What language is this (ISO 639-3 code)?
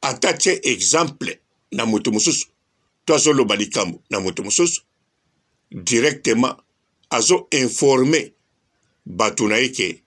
lin